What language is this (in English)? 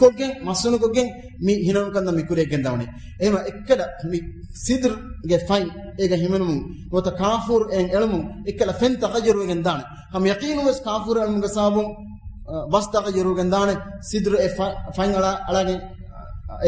Divehi